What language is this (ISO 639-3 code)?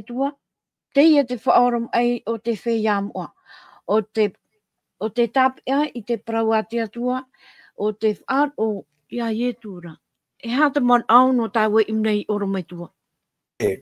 tah